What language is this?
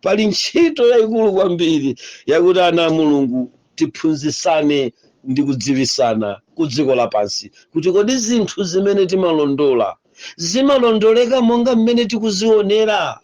Nyanja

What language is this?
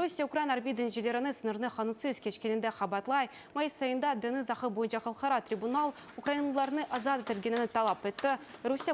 Crimean Tatar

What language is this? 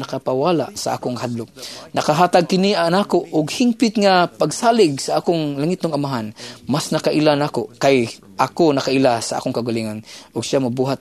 Cebuano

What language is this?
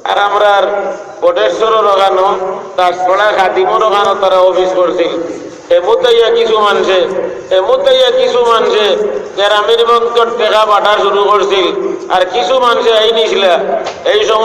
Sylheti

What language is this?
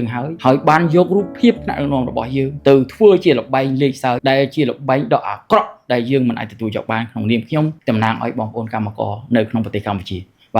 Khmer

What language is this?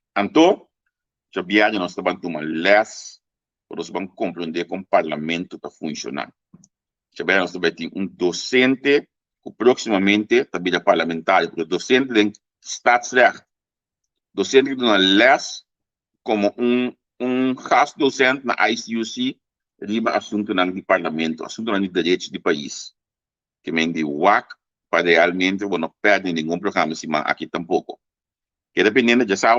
Papiamento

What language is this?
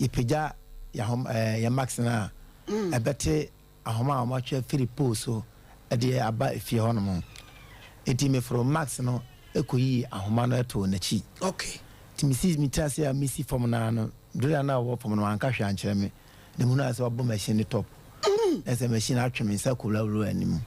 Akan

